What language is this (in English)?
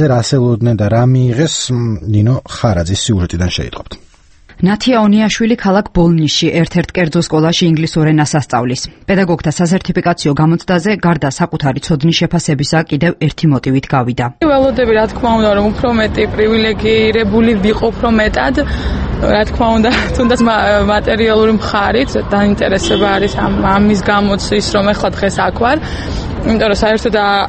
Georgian